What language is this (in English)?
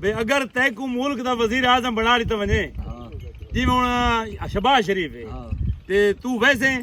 Saraiki